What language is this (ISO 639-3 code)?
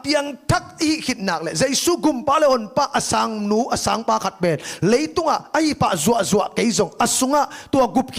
ctd